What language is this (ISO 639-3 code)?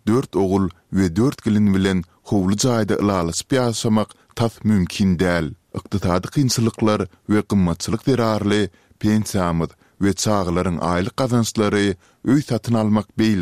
tuk